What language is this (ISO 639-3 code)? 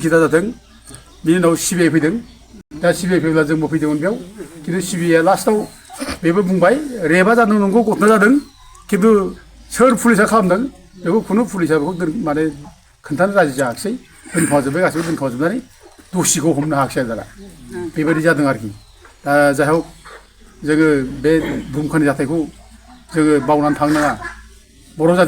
brx